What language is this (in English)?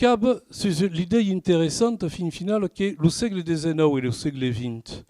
Occitan